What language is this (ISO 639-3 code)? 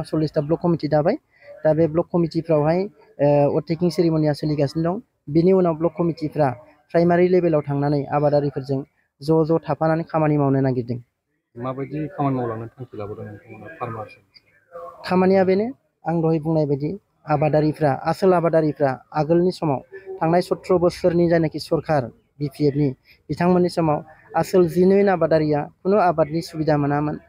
brx